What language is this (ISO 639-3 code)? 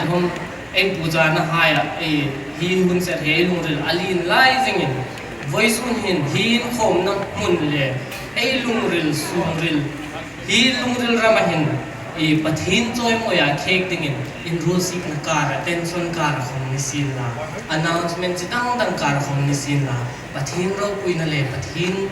hmr